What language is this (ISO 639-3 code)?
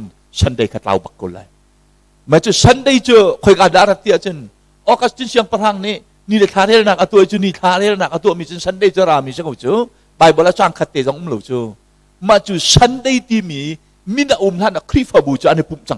cnh